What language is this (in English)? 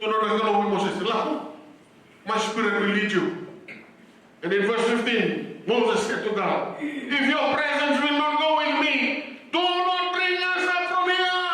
Fijian